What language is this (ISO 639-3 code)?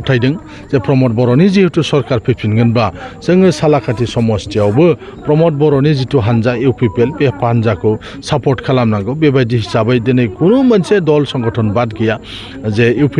brx